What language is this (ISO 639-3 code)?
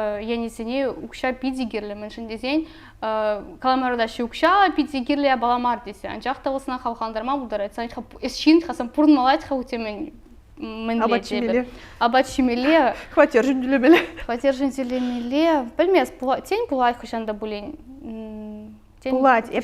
chv